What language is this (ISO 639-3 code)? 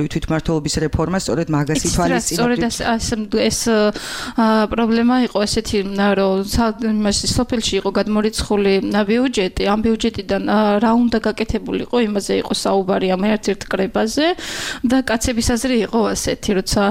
kat